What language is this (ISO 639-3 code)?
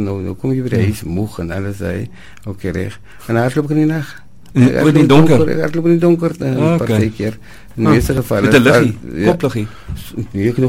afr